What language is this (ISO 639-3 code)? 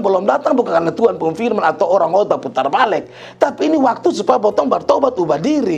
mkn